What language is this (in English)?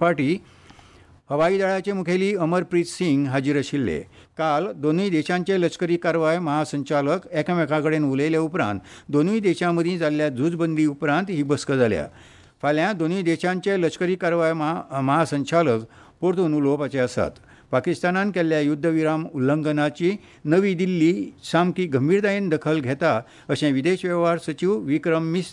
Konkani